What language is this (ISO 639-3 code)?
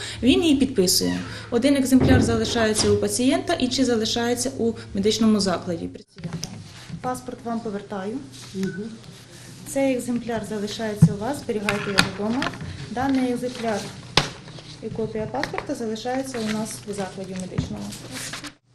ukr